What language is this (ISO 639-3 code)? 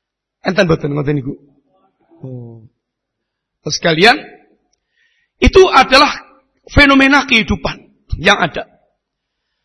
ind